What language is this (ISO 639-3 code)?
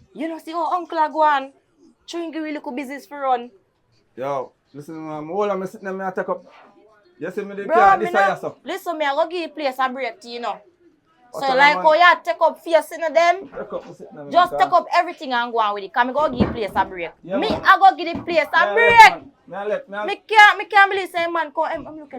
jam